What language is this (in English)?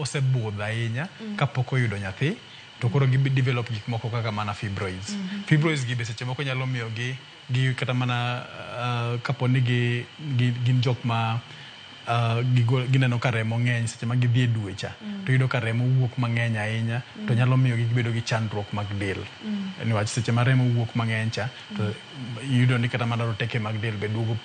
Luo (Kenya and Tanzania)